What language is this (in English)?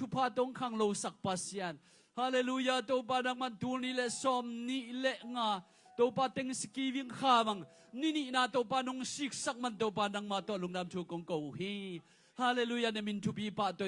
Tedim Chin